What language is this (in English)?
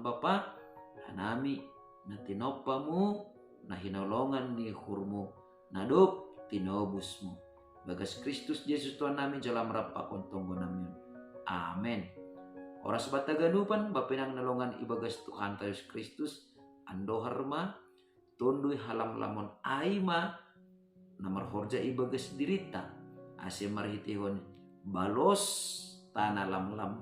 Batak Simalungun